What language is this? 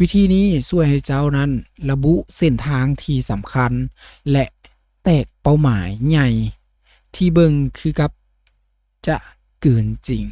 Lao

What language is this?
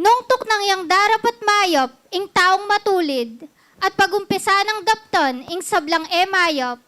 Pampanga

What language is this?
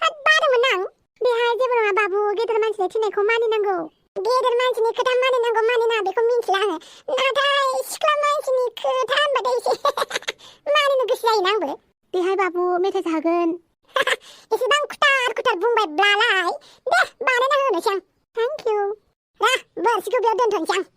Bodo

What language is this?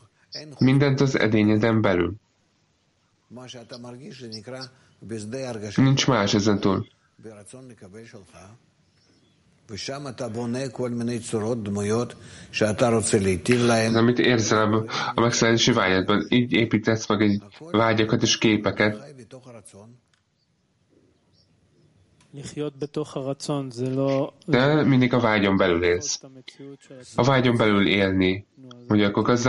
Hungarian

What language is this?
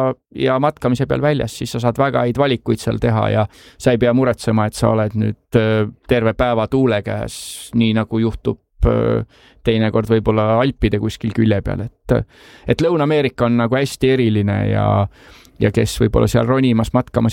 Estonian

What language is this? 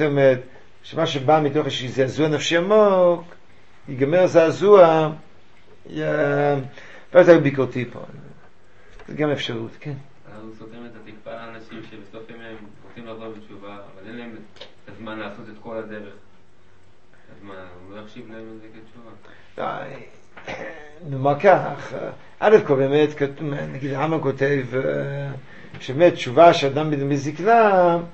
Hebrew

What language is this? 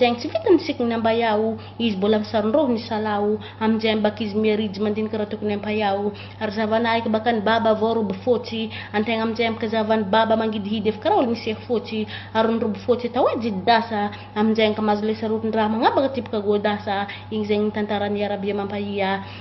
Malagasy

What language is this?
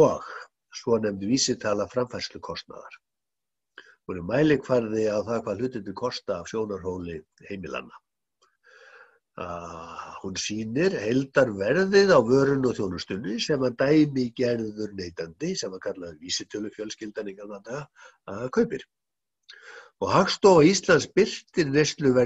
Icelandic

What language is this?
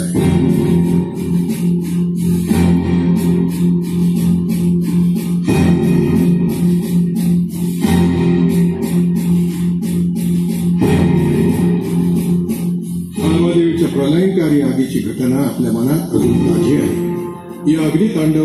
Marathi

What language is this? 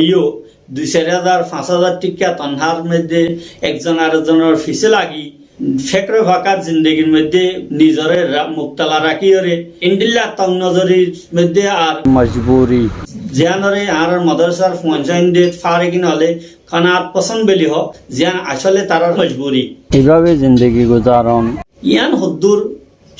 Rohingya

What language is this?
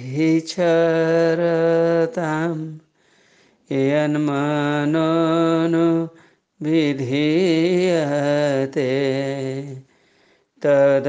Sanskrit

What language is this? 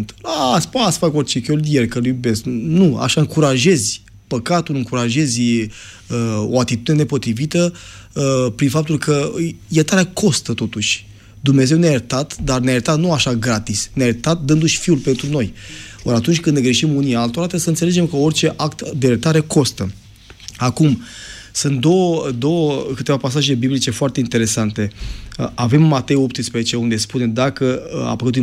Romanian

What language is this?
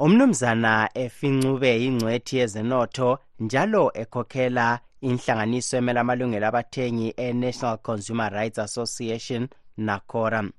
North Ndebele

